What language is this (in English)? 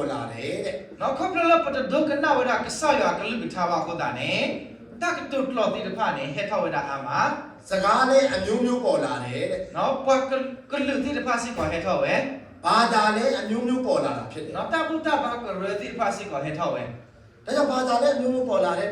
S'gaw Karen